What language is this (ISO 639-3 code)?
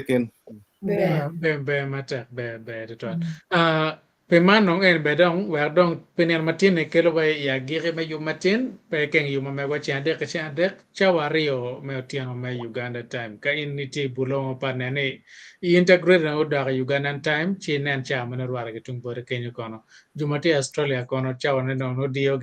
ach